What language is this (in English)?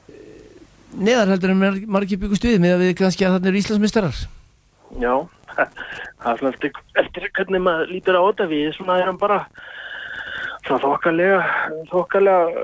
Icelandic